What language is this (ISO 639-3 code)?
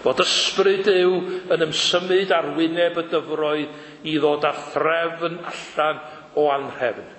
cym